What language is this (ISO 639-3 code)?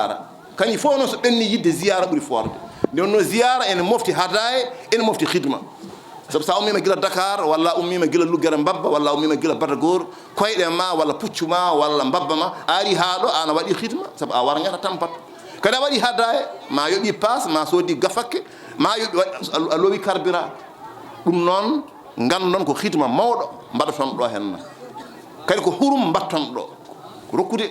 ful